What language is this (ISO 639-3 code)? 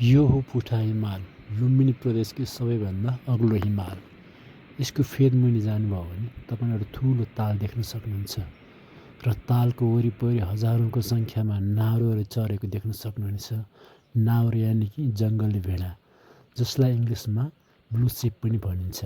nep